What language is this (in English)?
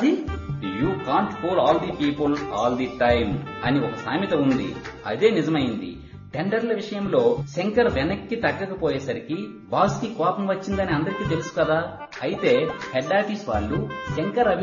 Telugu